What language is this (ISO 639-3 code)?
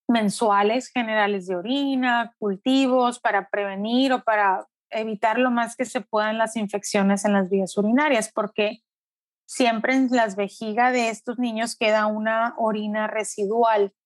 spa